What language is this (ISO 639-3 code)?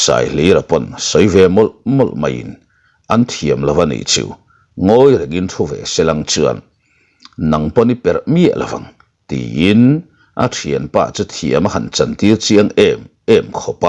lus